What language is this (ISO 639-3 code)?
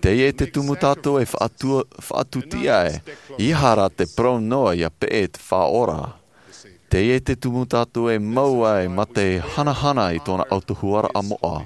tah